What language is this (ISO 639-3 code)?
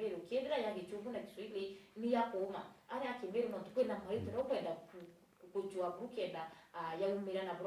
mer